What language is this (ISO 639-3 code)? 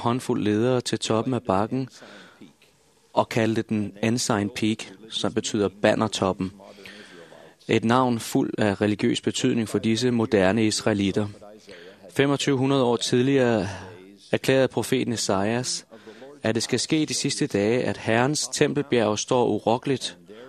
dan